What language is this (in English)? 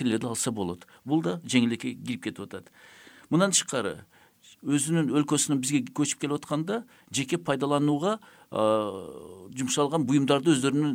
Kyrgyz